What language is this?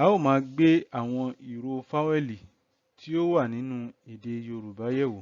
Yoruba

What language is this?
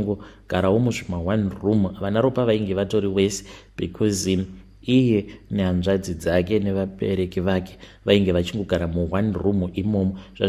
Shona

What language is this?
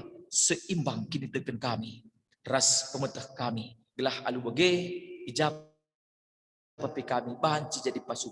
Batak Karo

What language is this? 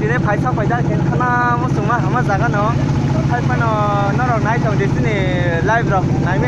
Kok Borok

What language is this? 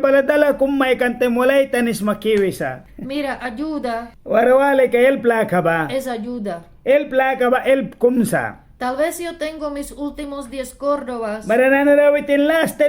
Mískito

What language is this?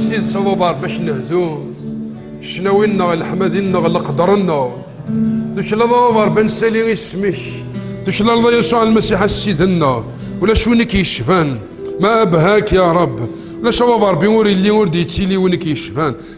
Kabyle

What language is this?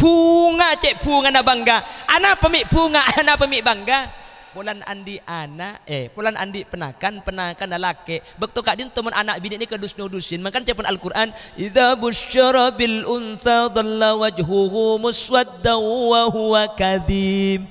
Madurese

